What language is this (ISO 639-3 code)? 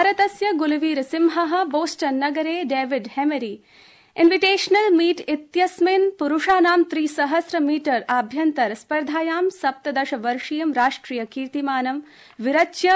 san